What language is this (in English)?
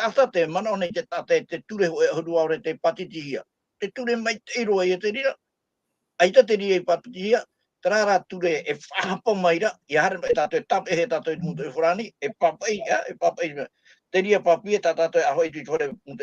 Tahitian